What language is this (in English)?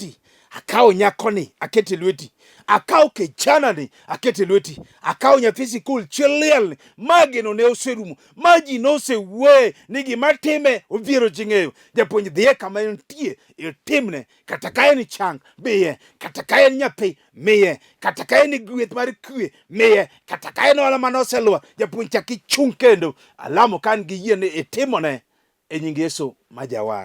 Luo (Kenya and Tanzania)